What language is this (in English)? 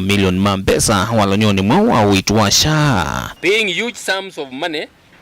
Kamba